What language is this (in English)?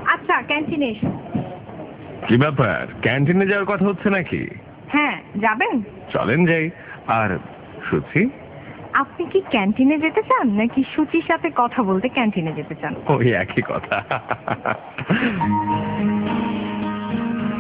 Bangla